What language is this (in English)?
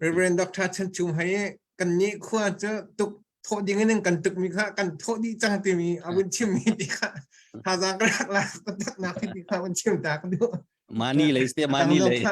Hakha Chin